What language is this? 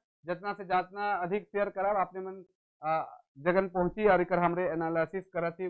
Sadri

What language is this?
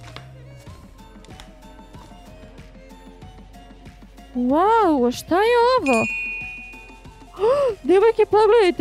Serbian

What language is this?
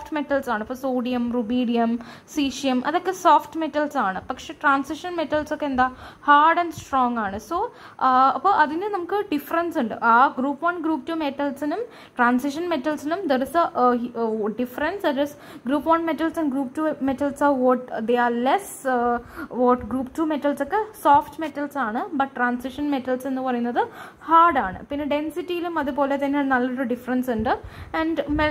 Malayalam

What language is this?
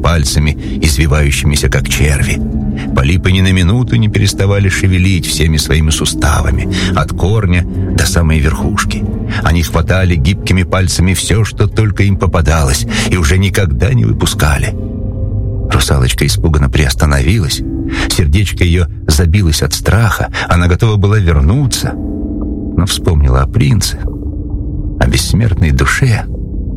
Russian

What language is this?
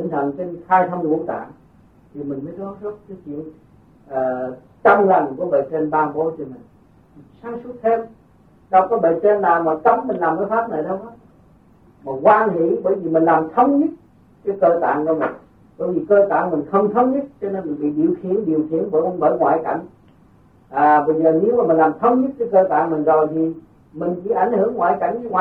Vietnamese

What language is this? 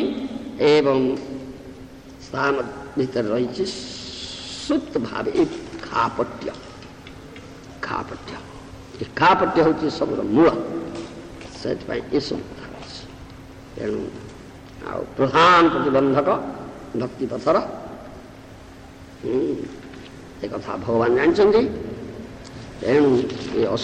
Odia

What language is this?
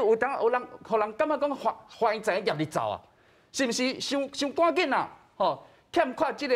Min Nan Chinese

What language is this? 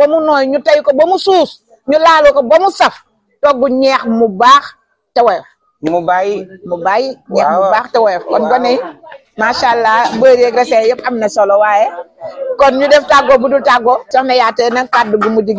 Wolof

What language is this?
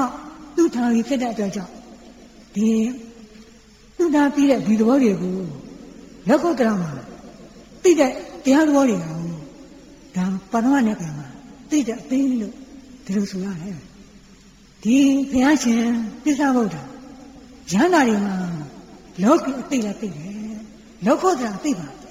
Burmese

